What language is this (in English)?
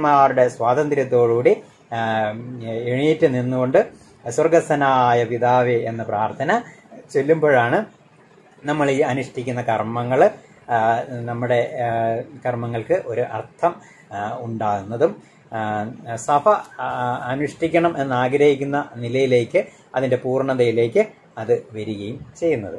Malayalam